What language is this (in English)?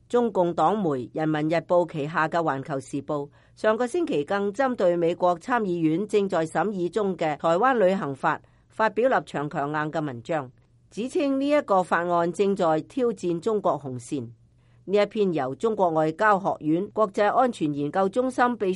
Cantonese